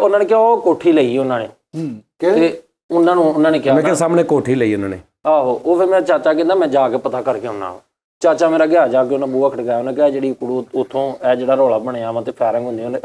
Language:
Punjabi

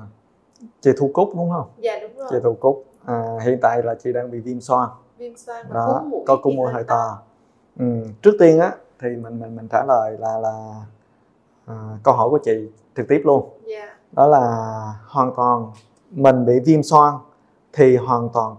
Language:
Vietnamese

